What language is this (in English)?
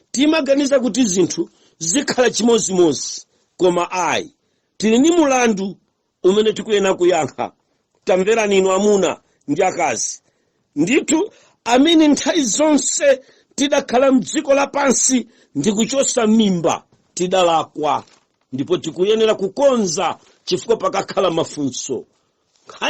Nyanja